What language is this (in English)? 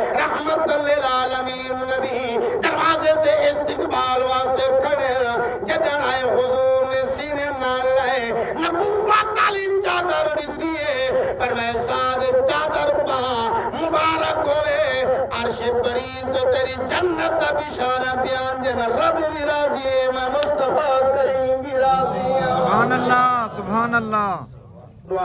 Saraiki